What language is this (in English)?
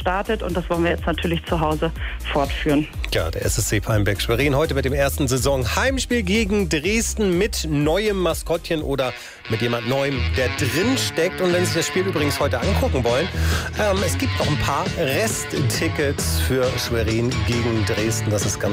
German